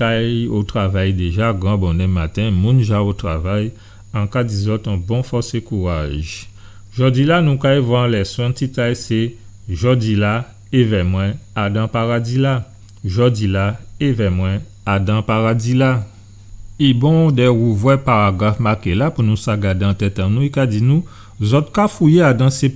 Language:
Guadeloupean Creole French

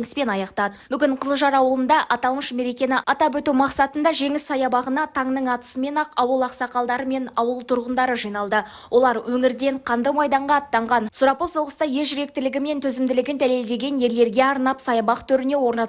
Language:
Kazakh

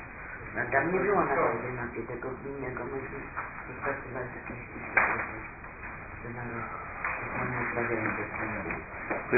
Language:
Polish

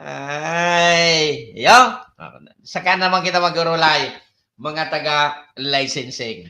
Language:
Bikol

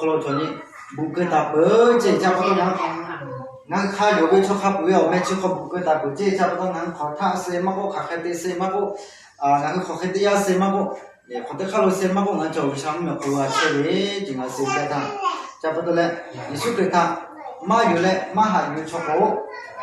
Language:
Lahu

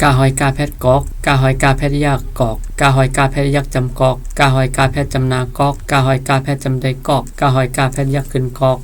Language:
Shan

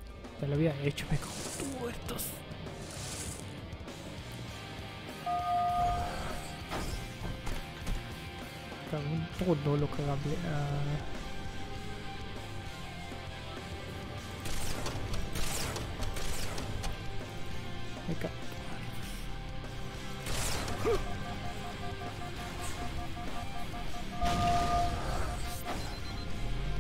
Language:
Spanish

